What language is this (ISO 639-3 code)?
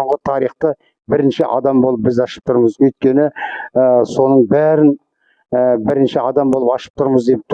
kaz